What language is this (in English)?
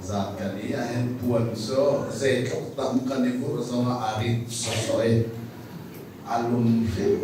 Hakha Chin